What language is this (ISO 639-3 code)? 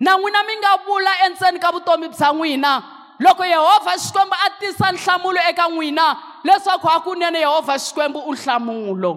tso